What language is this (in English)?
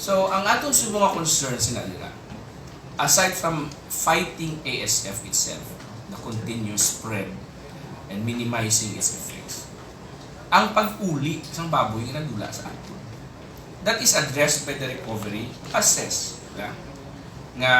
Hiligaynon